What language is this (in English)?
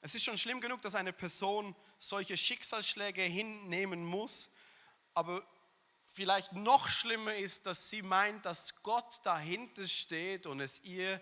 Swiss German